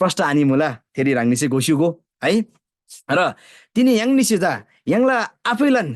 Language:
Eastern Tamang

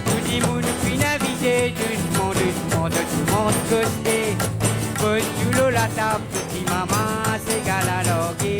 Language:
Morisyen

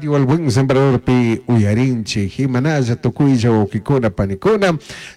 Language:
Chimborazo Highland Quichua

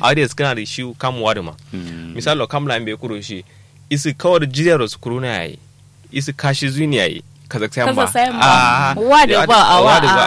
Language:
Kanuri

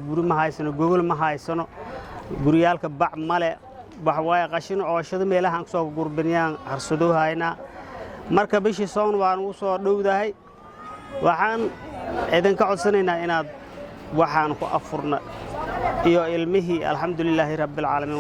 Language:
Somali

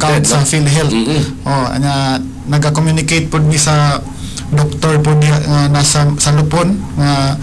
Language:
Cebuano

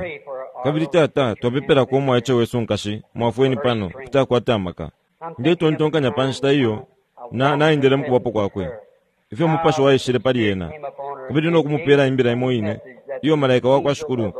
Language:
Bemba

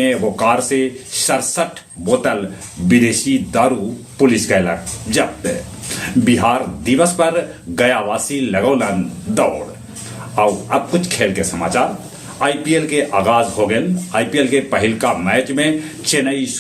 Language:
Magahi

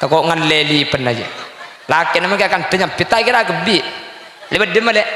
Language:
Madurese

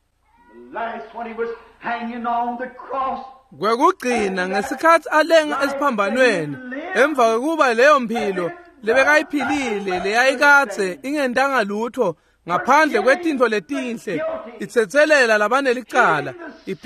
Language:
Swati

